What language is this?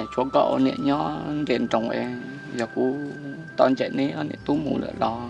Hmong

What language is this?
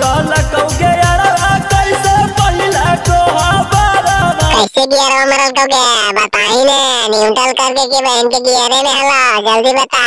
Magahi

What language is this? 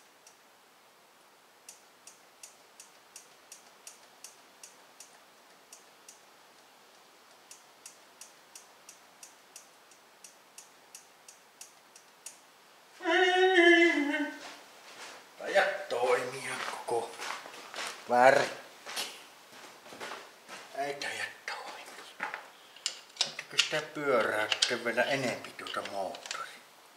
Finnish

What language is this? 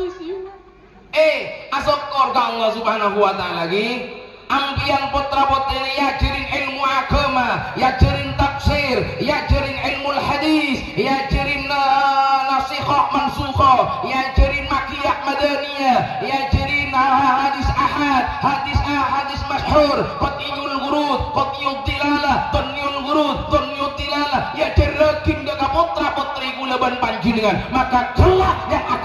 Madurese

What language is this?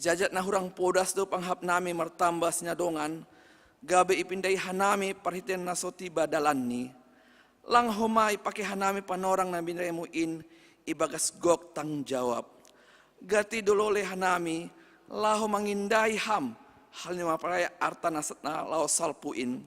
Batak Simalungun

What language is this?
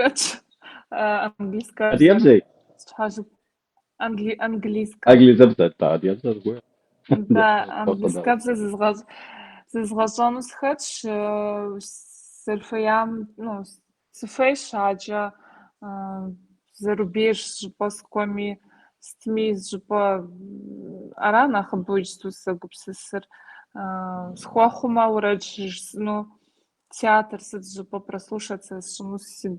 Kabardian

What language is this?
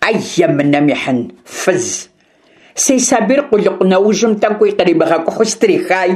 Kabardian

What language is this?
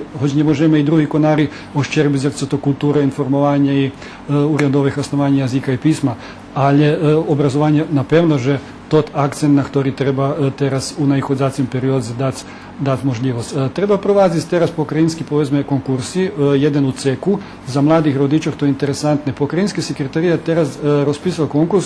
Rusyn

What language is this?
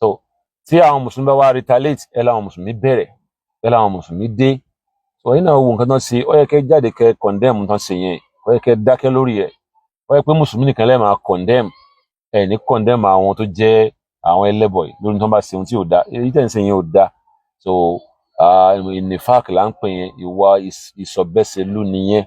Yoruba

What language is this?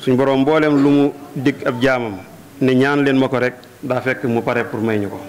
Wolof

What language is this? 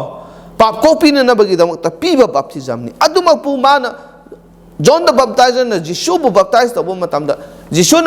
Manipuri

